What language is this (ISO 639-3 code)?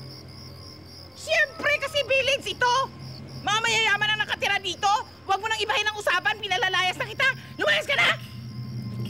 fil